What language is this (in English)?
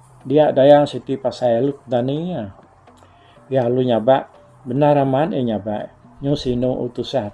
Iban